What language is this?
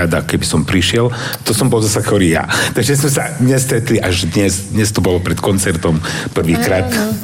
Slovak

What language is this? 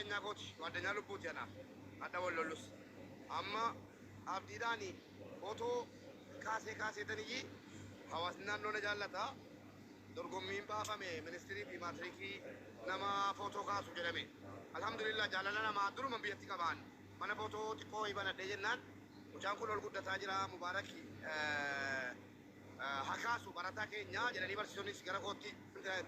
Oromo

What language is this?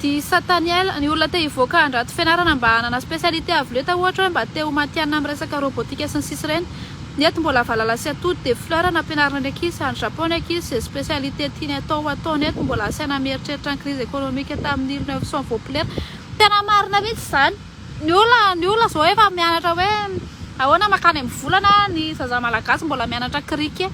Malagasy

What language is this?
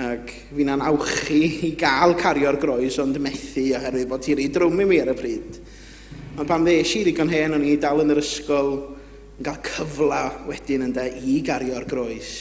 Welsh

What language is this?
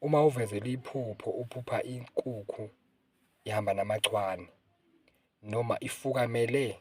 Zulu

